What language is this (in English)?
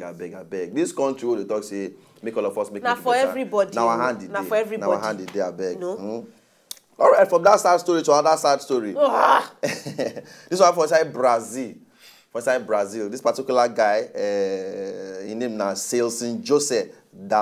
Nigerian Pidgin